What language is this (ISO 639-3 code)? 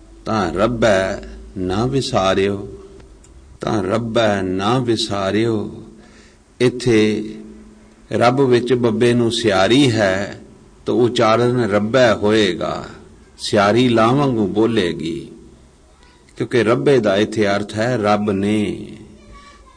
pan